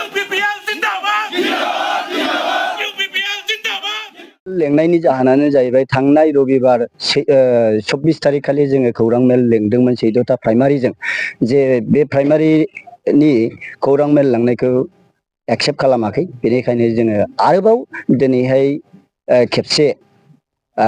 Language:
Bodo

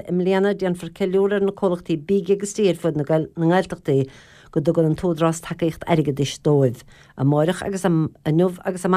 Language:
Irish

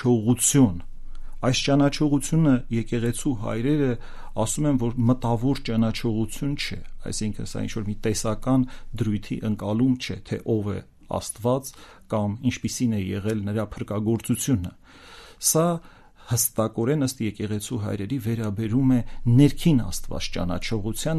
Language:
Armenian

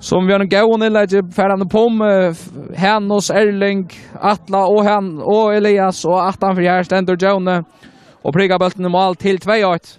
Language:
Faroese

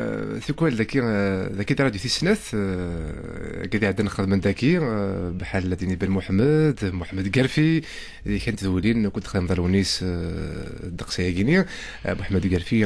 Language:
Kabyle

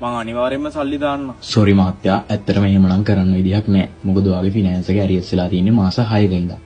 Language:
Sinhala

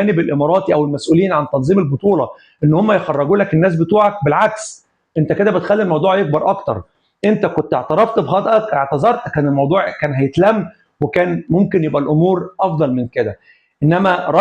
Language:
Egyptian Arabic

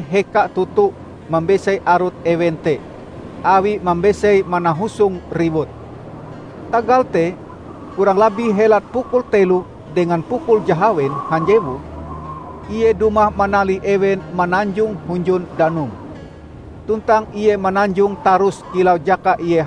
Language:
Ngaju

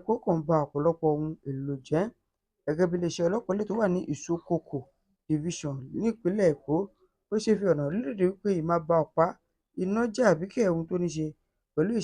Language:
Yoruba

